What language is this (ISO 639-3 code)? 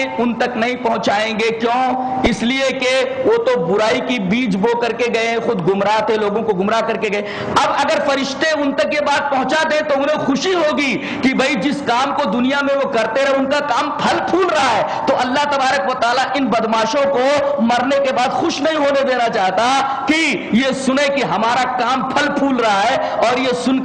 urd